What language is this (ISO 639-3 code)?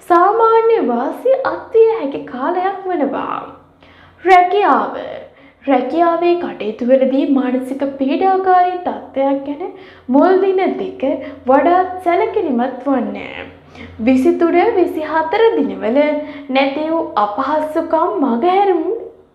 sin